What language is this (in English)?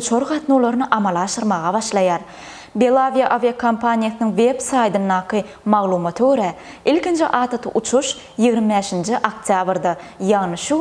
Turkmen